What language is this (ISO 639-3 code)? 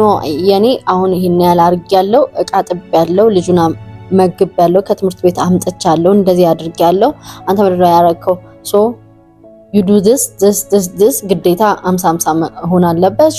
amh